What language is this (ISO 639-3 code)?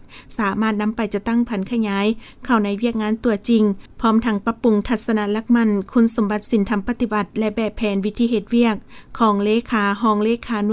lao